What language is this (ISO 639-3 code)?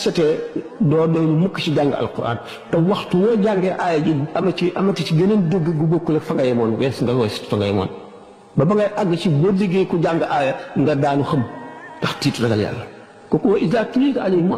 wol